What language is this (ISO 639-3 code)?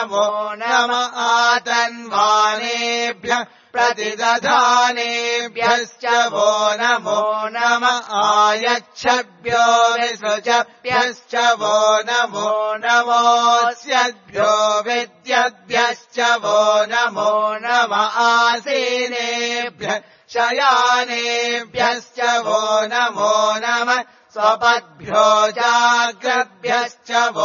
san